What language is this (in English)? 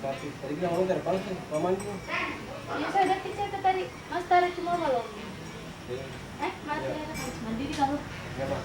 Ambonese Malay